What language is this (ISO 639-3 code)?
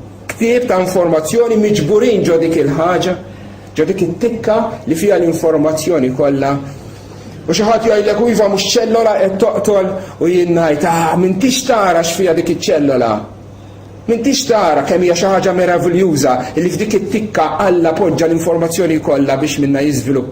mlt